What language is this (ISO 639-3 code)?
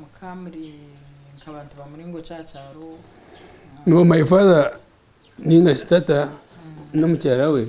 nyn